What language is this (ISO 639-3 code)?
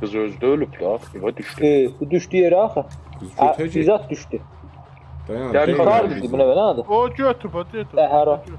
azb